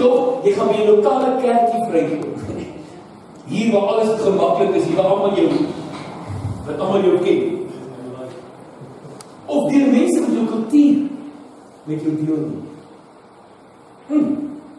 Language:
Afrikaans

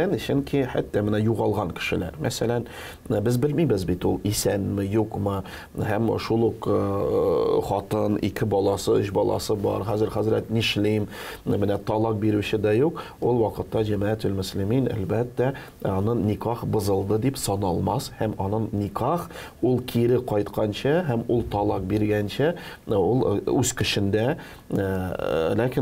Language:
Tatar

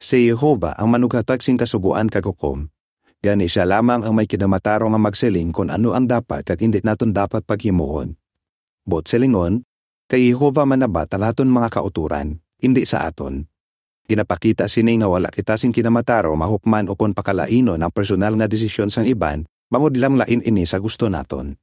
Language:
Hiligaynon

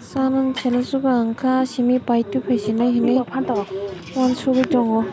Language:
Kok Borok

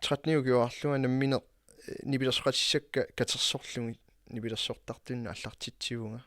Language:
Kalaallisut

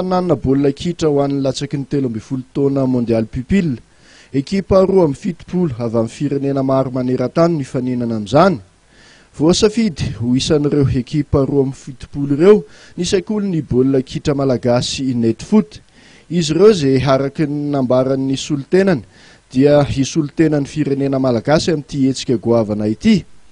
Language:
Malagasy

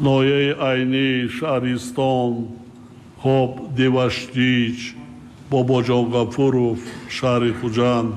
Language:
Tajik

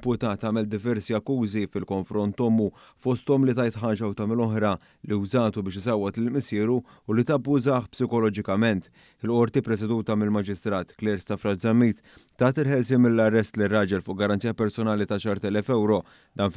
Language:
Maltese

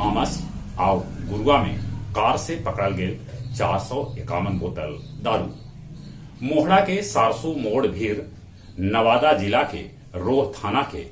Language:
Magahi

